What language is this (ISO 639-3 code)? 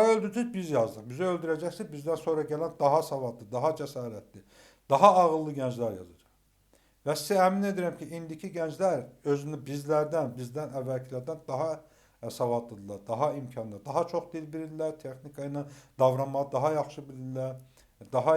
aze